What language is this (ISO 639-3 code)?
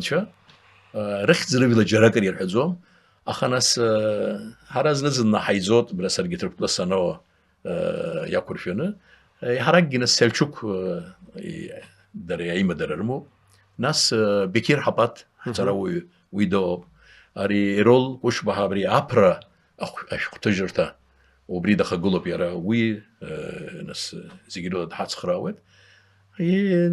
abk